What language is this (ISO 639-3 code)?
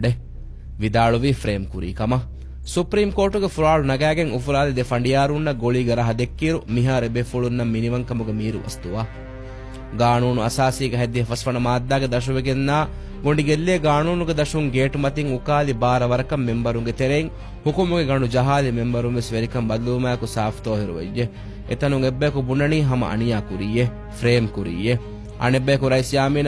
div